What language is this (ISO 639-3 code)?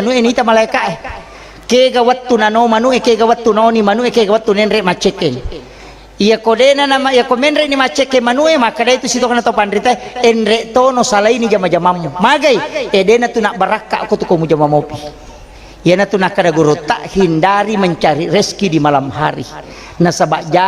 bug